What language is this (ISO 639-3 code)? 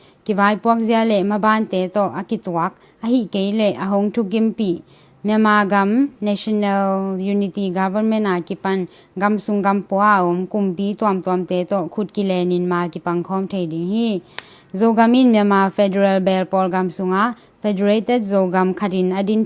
ctd